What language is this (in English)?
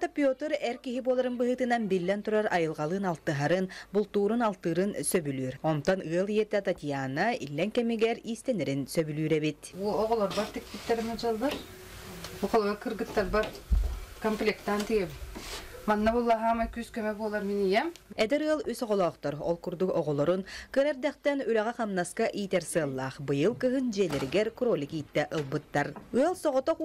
Yakut